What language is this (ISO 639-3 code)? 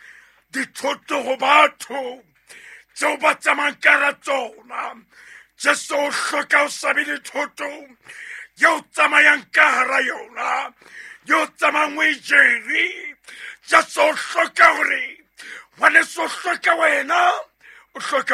sot